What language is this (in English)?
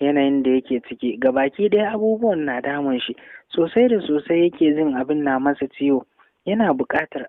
Hausa